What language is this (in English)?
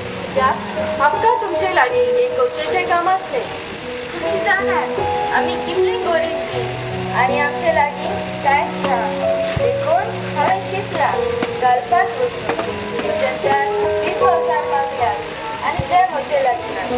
Konkani